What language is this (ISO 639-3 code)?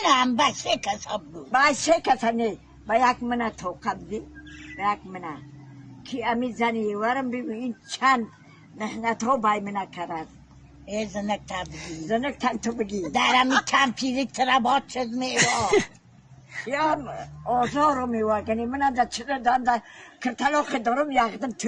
tgk